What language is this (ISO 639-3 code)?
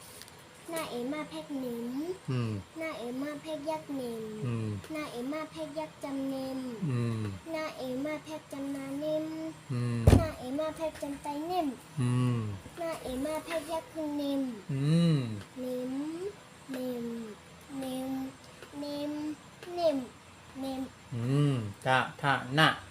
shn